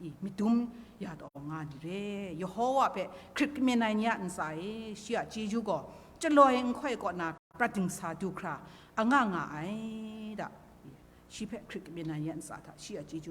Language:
Kachin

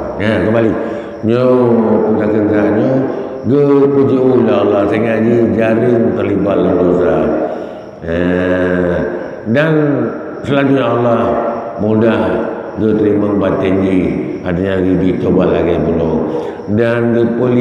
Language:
Achinese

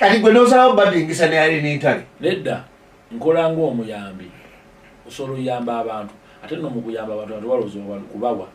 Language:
Ganda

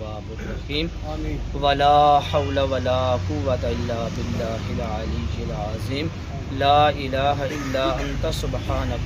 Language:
Pahari-Potwari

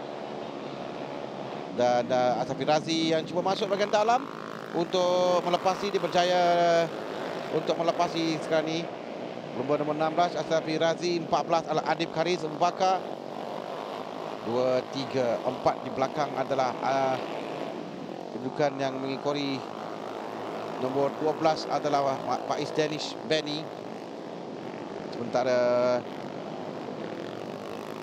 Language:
Malay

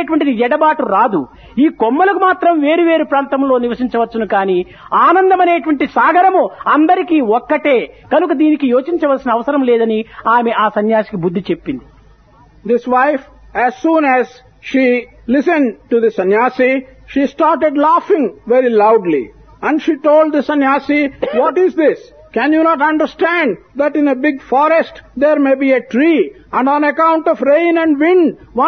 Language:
Telugu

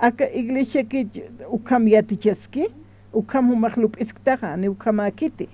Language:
Aymara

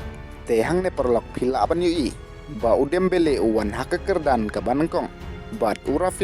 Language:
Khasi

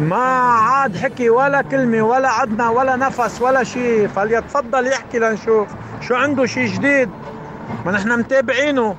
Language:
North Levantine Arabic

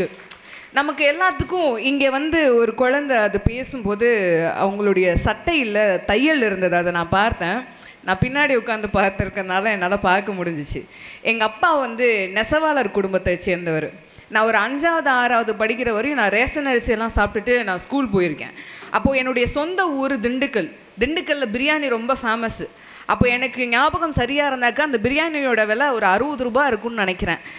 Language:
Tamil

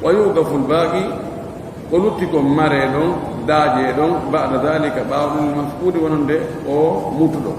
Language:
Fula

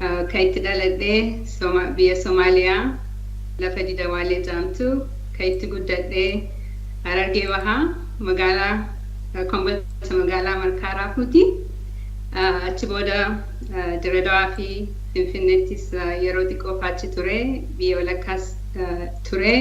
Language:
Oromo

